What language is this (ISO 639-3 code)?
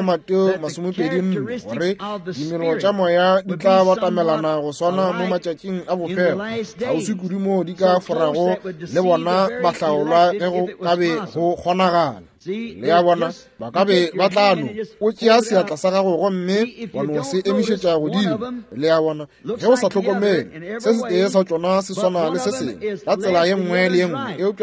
nso